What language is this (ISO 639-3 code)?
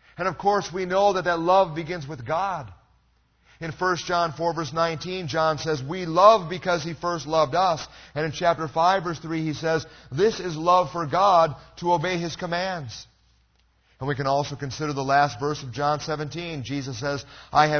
eng